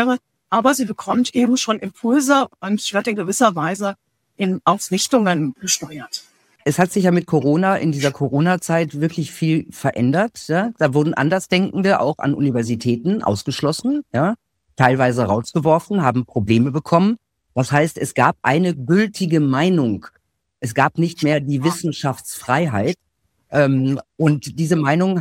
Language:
German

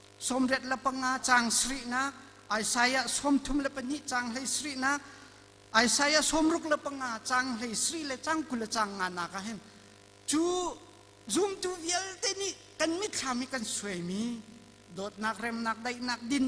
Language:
Hakha Chin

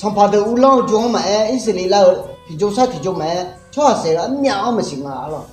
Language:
Akha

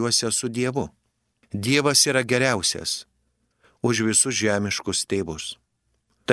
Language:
Lithuanian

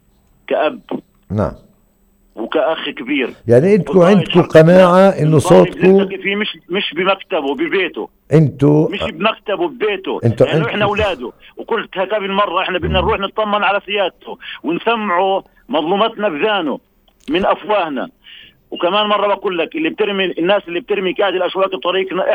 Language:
North Levantine Arabic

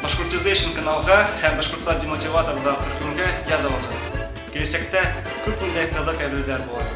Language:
Bashkir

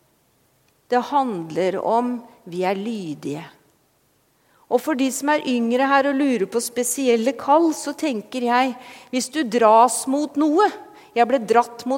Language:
Norwegian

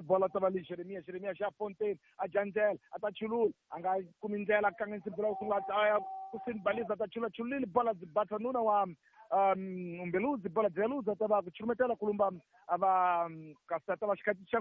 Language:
Tsonga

